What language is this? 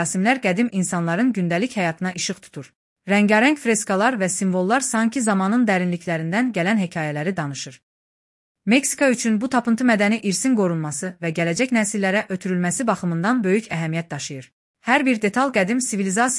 Azerbaijani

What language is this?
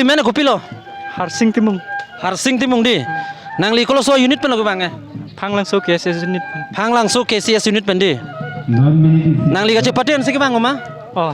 Karbi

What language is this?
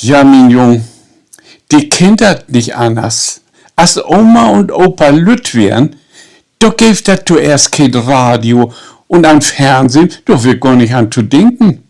Low German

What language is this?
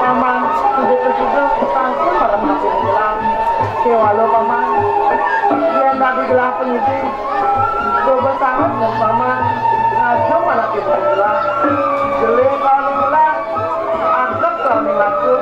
Balinese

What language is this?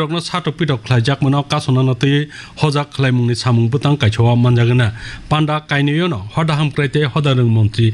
Kok Borok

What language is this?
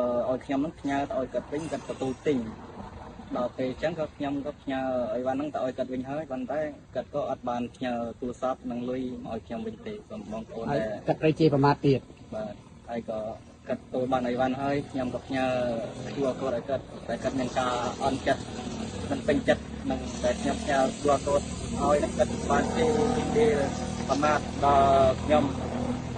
Khmer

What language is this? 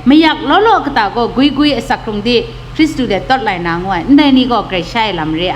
Kachin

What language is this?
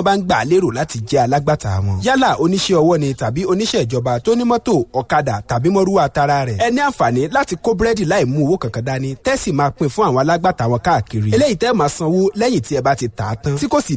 Yoruba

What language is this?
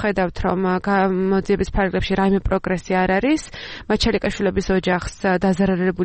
Georgian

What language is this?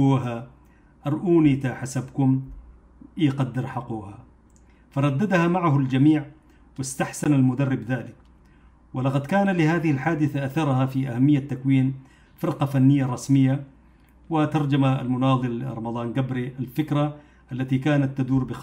Arabic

